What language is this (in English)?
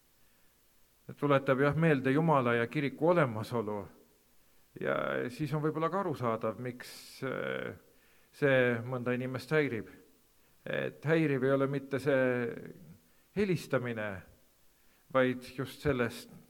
Estonian